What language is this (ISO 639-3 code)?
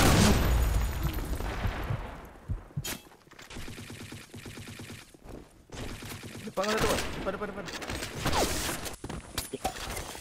msa